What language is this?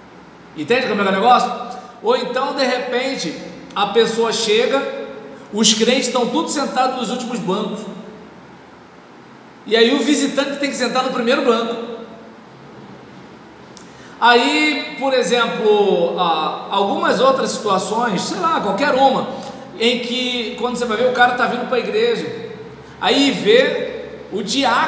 Portuguese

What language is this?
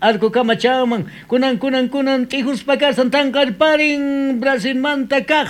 South Bolivian Quechua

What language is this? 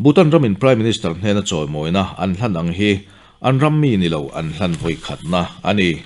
Mizo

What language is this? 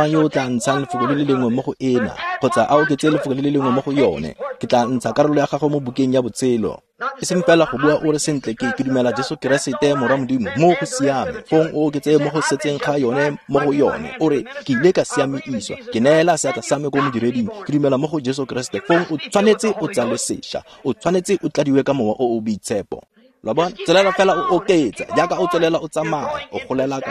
Tswana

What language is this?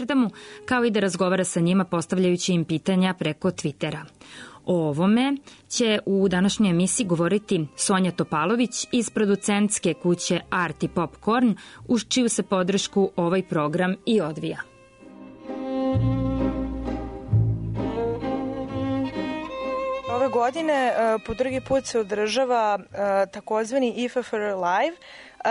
Serbian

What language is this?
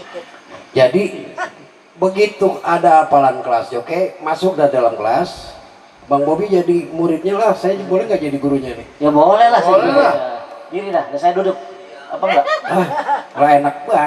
Betawi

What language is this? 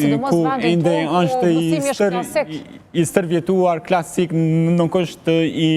Albanian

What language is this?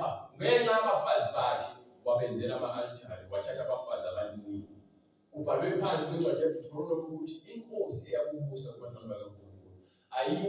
Zulu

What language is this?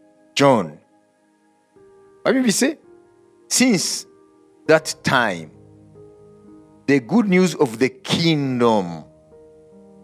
Kinyarwanda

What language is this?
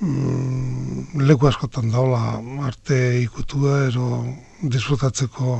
Basque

